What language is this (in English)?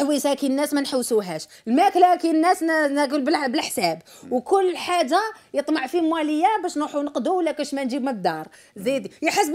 Algerian Arabic